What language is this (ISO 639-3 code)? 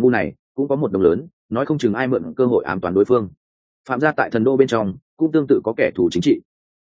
vie